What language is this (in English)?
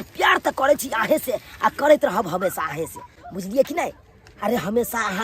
Maithili